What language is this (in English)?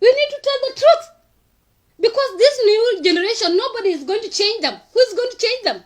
Nuer